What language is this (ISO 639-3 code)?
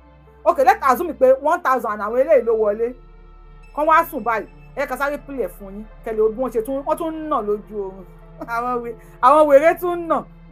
yor